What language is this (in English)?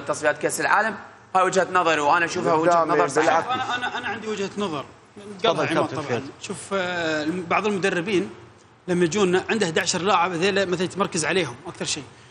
Mesopotamian Arabic